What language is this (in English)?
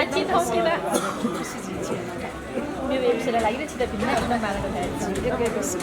Newari